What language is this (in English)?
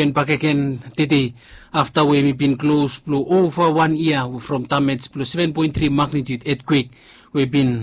Bislama